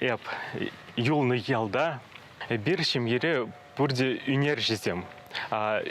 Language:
Chuvash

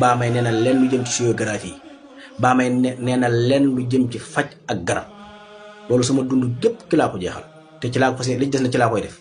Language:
Wolof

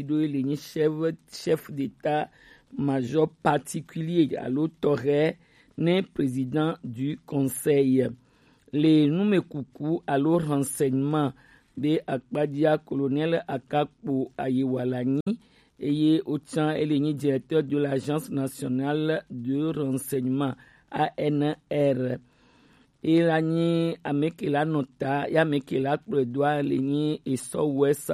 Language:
Gen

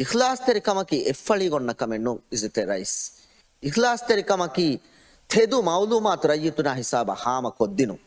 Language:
Divehi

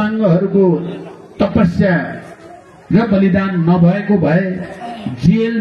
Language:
Nepali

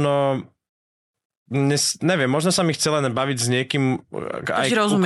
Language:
Slovak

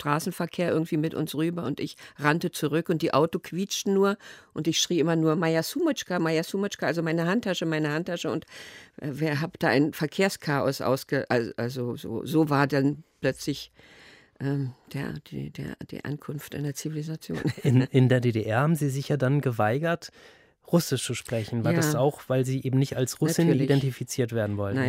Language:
German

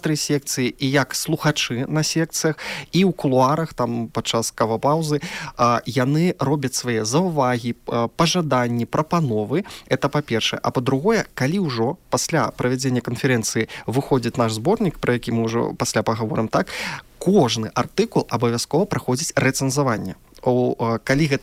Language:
Belarusian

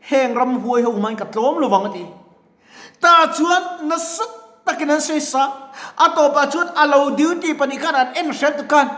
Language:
Mizo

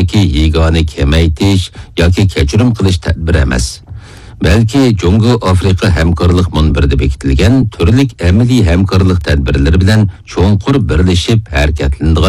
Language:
Uyghur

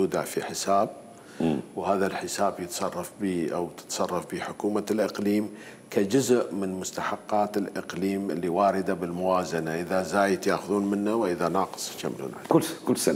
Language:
Mesopotamian Arabic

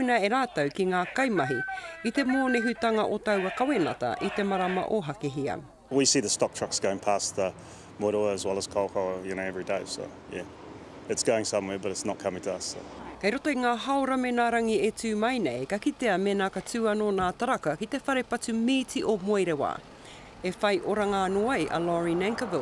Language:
Māori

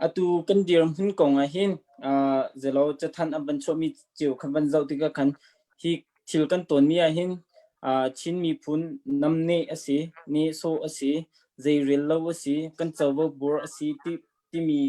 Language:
Hakha Chin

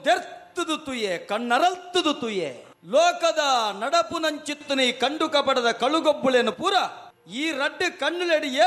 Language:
Tulu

